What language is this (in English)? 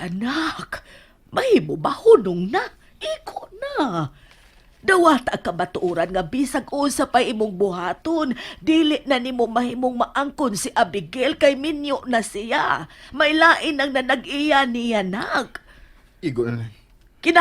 Cebuano